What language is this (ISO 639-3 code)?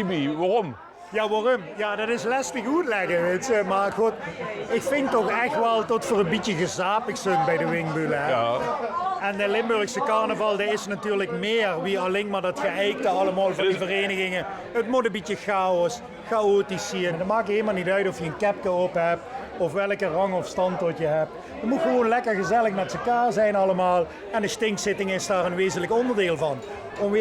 lim